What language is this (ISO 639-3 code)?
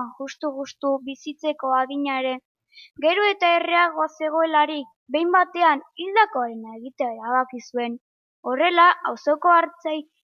eus